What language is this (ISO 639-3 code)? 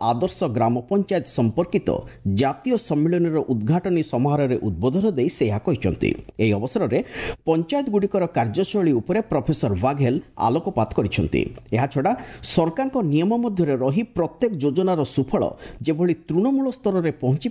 ori